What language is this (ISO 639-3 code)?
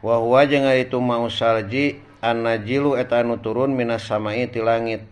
sun